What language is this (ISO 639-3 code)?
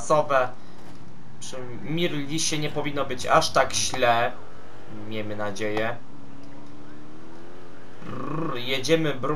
pol